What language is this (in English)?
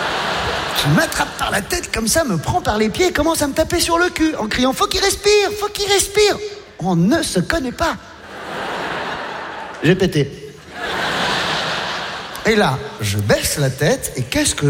French